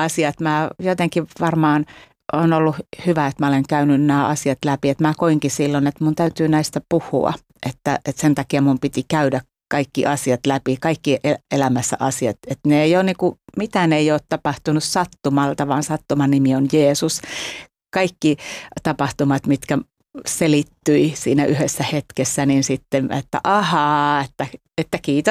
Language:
Finnish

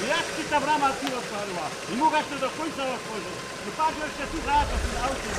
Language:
Silesian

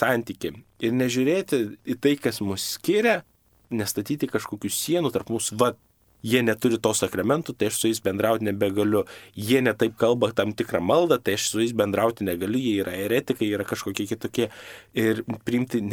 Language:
Lithuanian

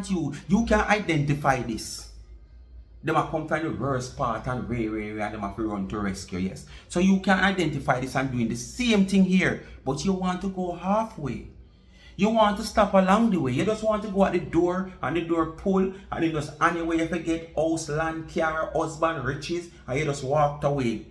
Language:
Jamaican Creole English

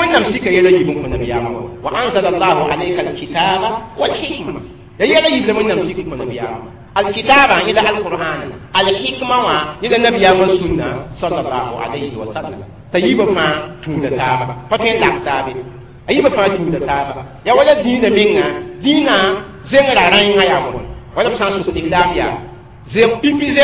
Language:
Mossi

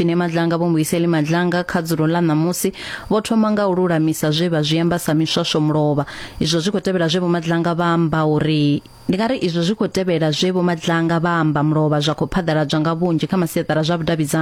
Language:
Venda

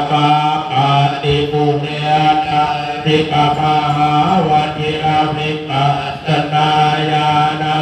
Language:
Pali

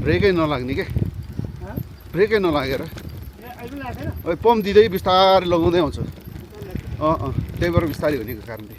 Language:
Nepali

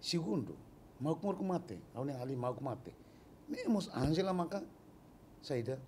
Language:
Tetum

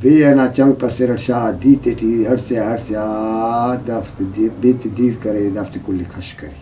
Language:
Brahui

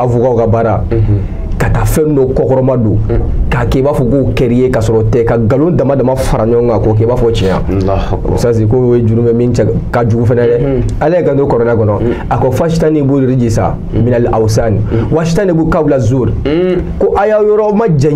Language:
Bambara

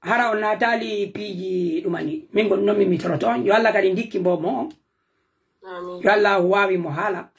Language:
Pular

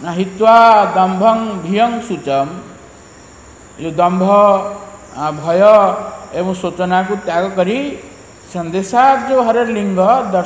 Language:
Odia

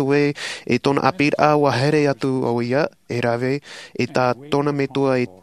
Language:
Tahitian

